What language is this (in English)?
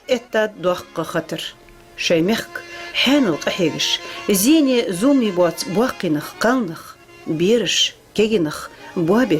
Ingush